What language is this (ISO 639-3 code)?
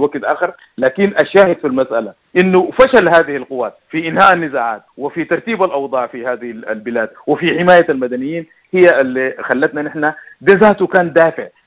apd